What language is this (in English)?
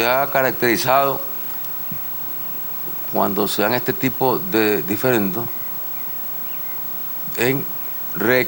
Spanish